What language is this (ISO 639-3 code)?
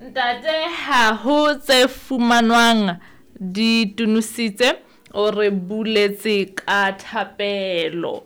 sot